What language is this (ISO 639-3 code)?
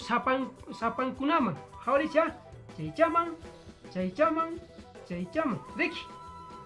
que